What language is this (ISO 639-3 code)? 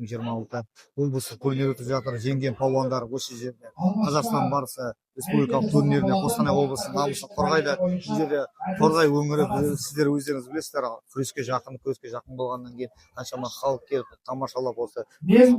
kaz